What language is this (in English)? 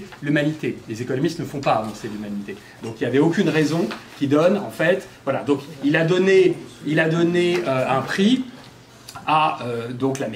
French